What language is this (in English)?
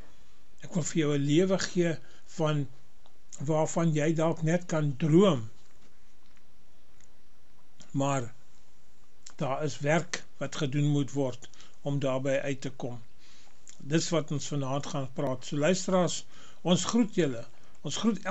Afrikaans